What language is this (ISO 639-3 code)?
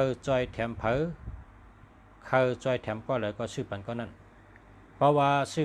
shn